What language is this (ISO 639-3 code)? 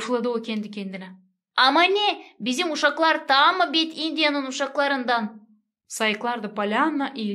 gag